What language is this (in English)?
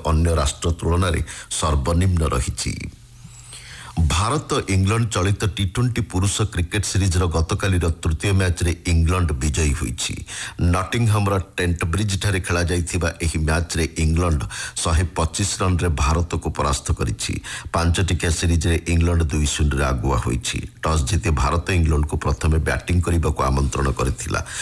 Odia